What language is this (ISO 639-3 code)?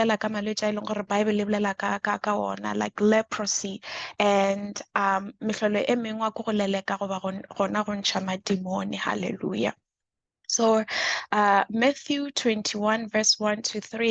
nso